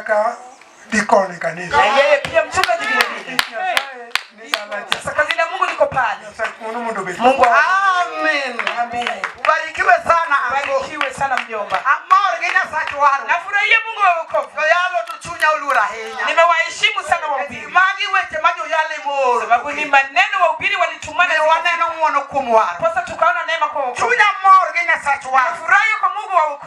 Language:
Luo (Kenya and Tanzania)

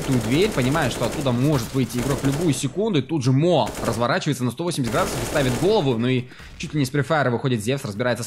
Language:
Russian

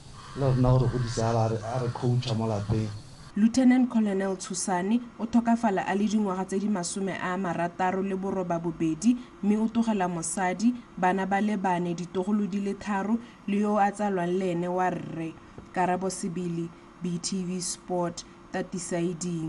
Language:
Tswana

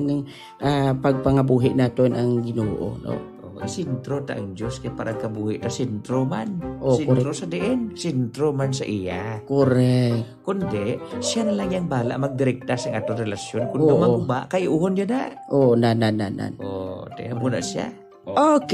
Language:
Hiligaynon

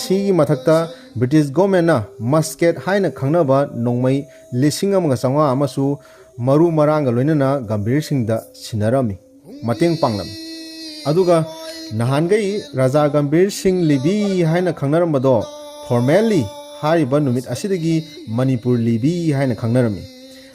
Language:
Manipuri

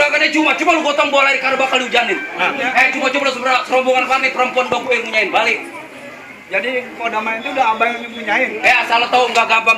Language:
Betawi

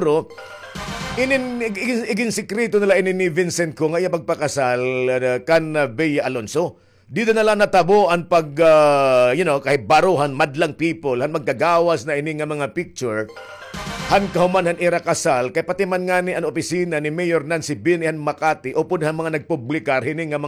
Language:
Waray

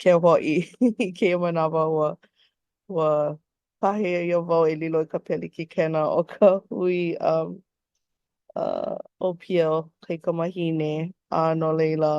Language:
Hawaiian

